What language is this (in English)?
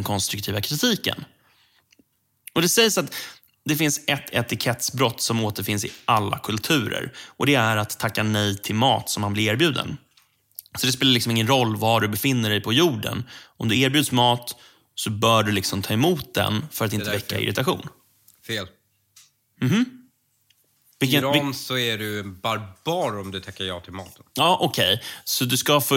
Swedish